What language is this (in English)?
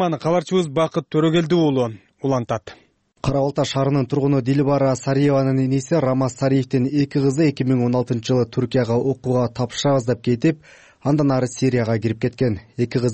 Kyrgyz